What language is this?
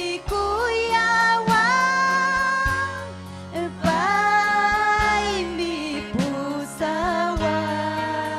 Ayacucho Quechua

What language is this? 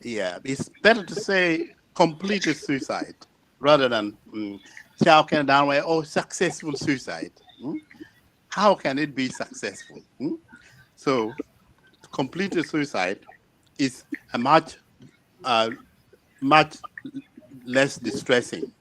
Acoli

